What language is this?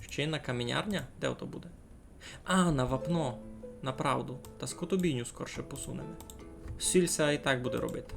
Rusyn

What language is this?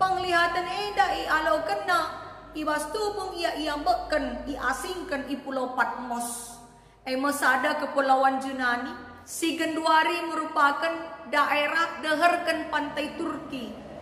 Batak Karo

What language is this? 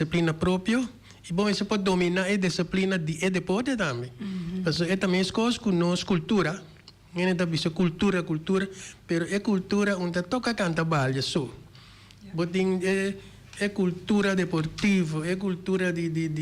Papiamento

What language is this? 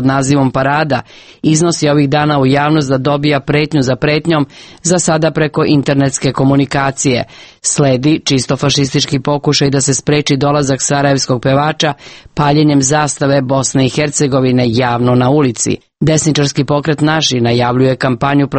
Serbian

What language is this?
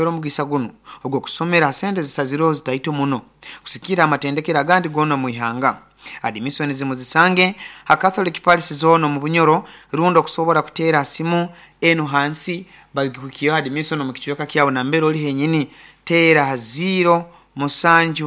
Nyoro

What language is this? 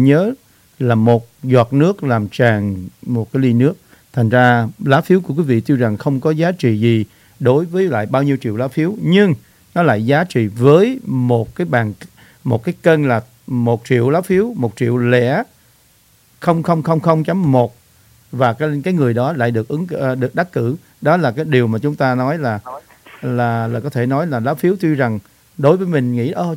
Vietnamese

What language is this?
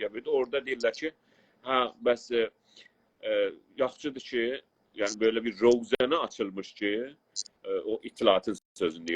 South Azerbaijani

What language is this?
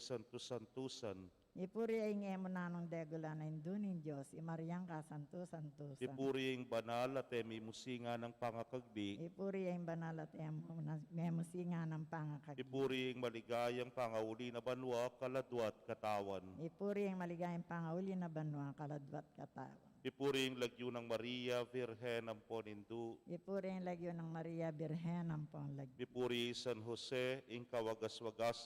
Pampanga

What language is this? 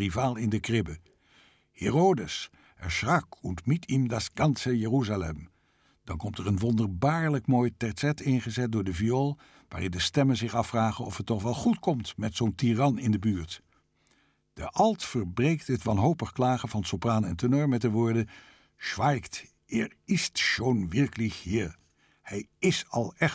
Dutch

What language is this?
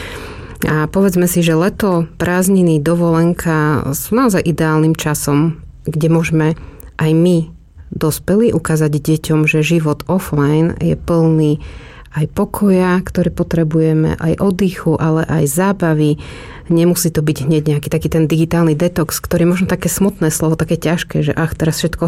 Slovak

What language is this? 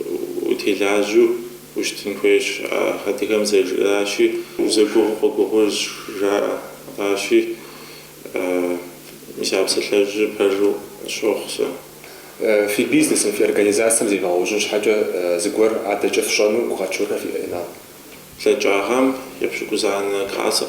Kabardian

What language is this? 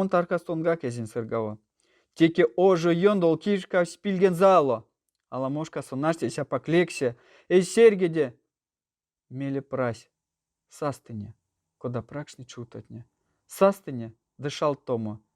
Erzya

